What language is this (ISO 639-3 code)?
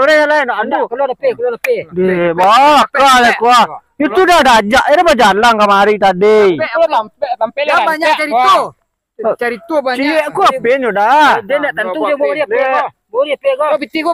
min